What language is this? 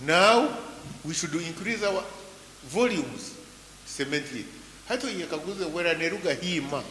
Nyankole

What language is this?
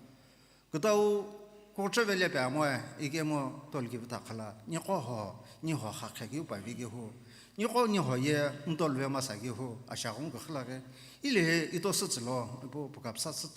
Sumi Naga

